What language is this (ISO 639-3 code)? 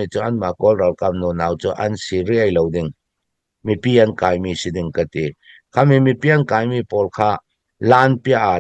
cfm